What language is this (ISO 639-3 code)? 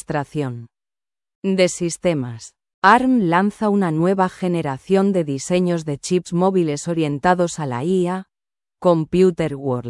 spa